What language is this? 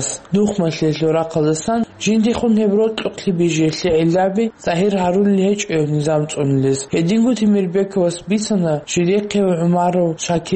Avaric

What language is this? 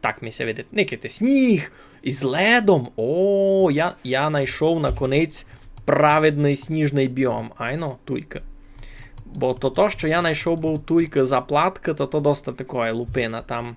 Rusyn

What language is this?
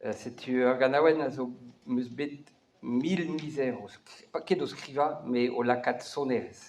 Breton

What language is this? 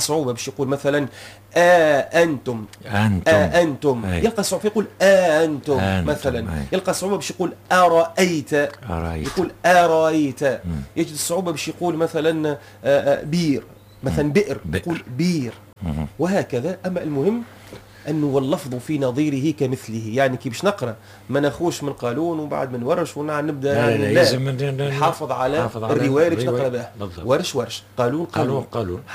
Tunisian Arabic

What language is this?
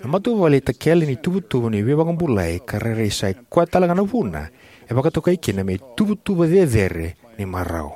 Fijian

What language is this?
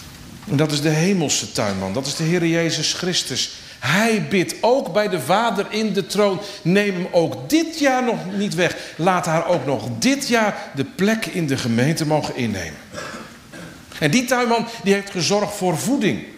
Dutch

